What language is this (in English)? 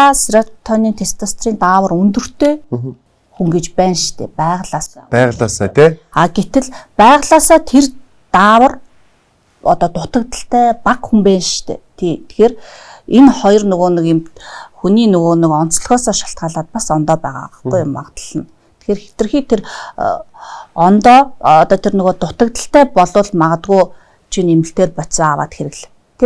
Mongolian